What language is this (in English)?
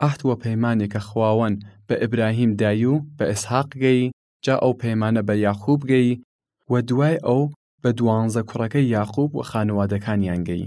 Southern Kurdish